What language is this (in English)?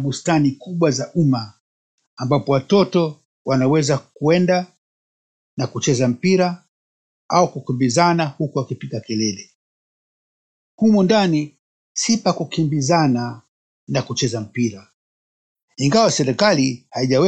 Swahili